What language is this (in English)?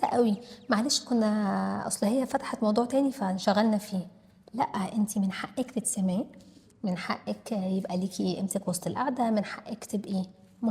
Egyptian Arabic